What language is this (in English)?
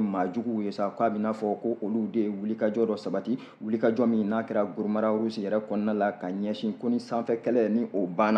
Bambara